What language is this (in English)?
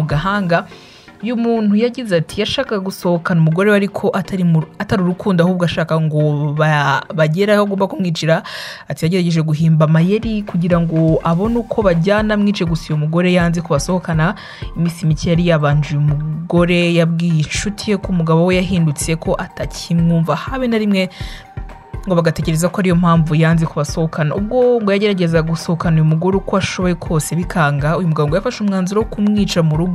Kinyarwanda